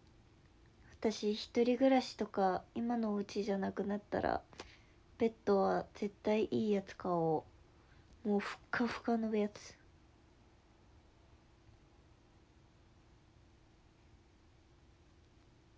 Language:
Japanese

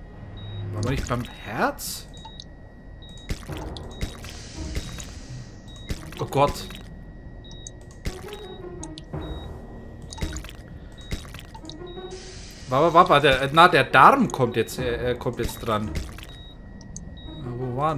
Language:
German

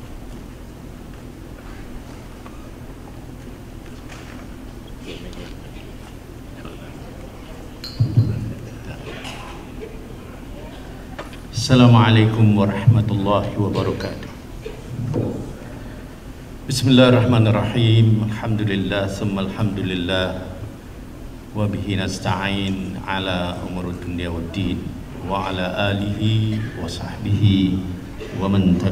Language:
Malay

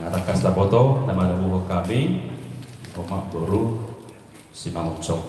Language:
Batak Toba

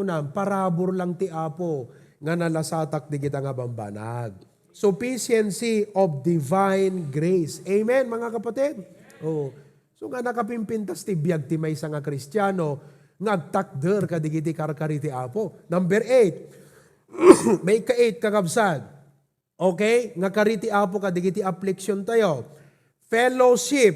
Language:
Iloko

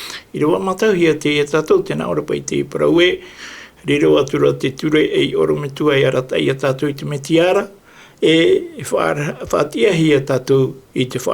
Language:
Tahitian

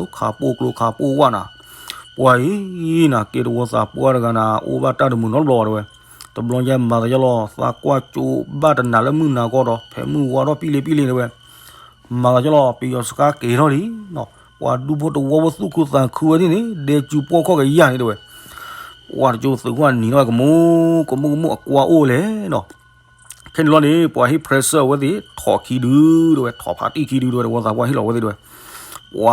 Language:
S'gaw Karen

